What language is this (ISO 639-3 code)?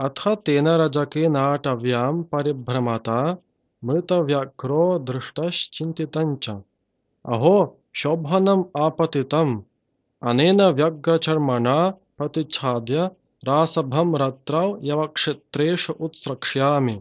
san